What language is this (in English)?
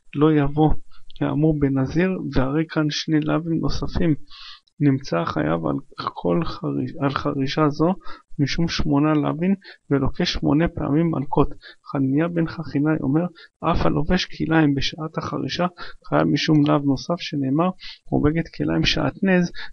Hebrew